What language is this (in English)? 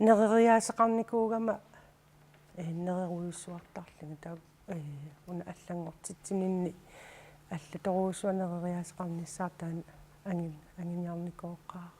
Kalaallisut